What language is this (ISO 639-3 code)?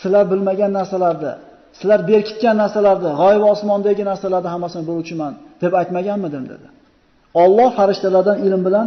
uzb